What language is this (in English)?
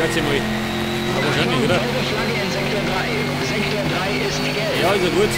Bavarian